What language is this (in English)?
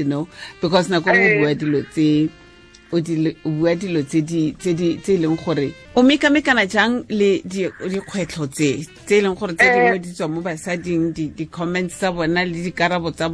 Tswana